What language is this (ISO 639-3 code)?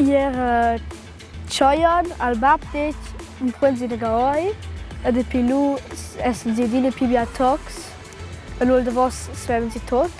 roh